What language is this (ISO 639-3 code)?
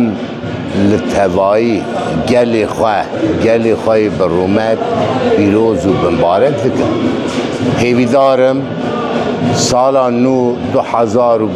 kur